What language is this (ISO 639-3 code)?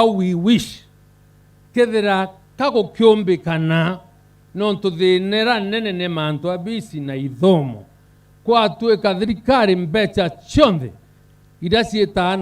mer